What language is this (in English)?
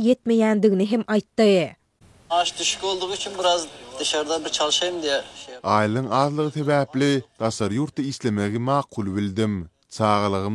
Turkmen